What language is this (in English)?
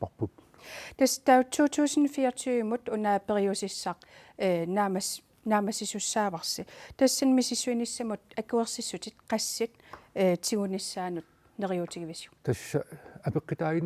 Kalaallisut